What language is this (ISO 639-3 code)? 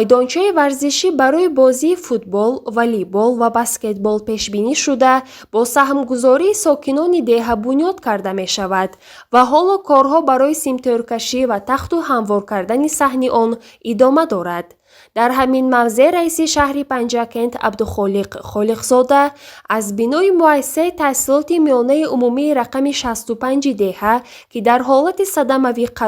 tgk